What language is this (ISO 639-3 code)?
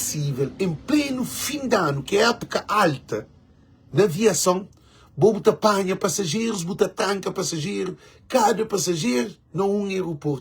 kea